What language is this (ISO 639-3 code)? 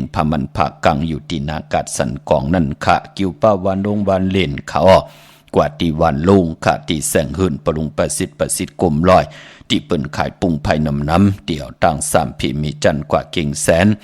shn